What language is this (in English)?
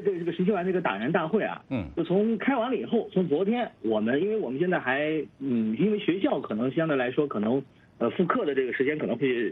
Chinese